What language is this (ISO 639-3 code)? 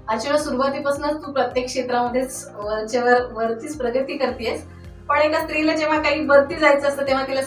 mar